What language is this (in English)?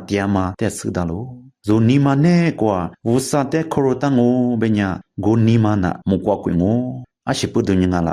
Lisu